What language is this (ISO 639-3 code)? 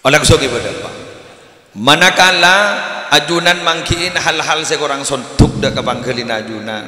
mad